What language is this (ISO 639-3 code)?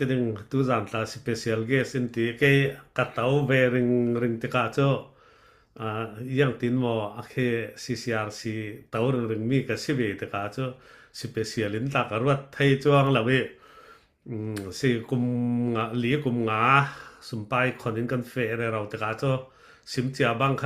cfm